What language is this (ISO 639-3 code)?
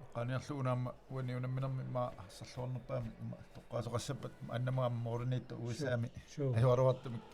kal